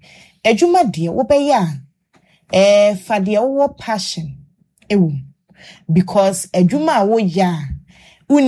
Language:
Akan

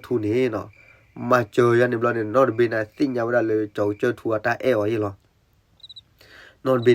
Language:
S'gaw Karen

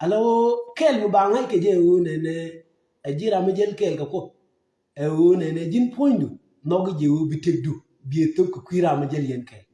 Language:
Nuer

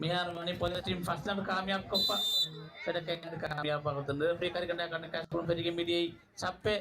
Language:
Divehi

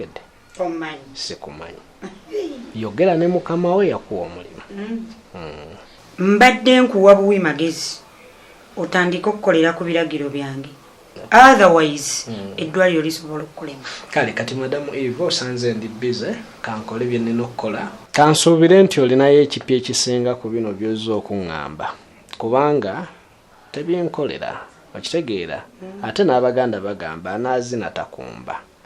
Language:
Ganda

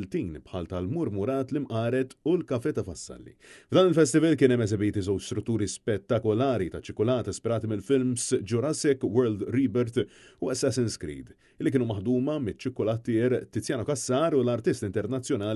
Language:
Maltese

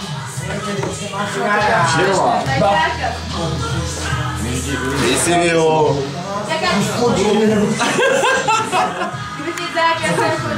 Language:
Czech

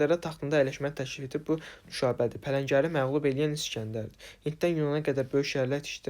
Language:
Azerbaijani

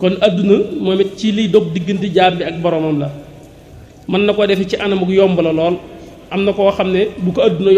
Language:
Wolof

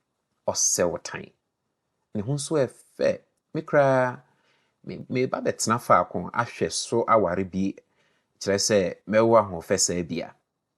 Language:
Akan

